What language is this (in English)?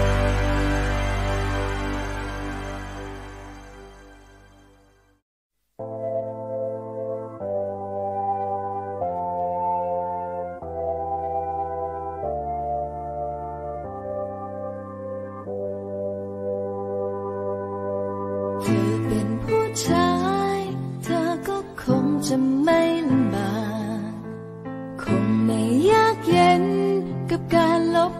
Thai